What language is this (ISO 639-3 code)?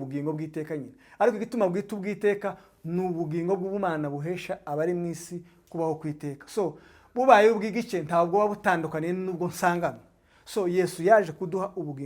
kin